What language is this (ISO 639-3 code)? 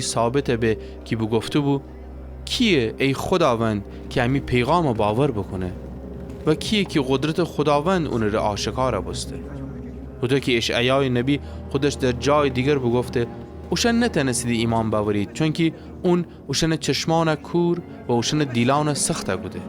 glk